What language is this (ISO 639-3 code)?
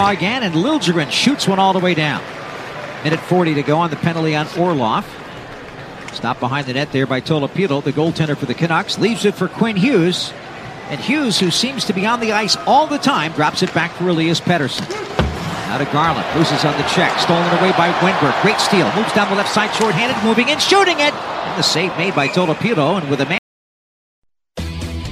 eng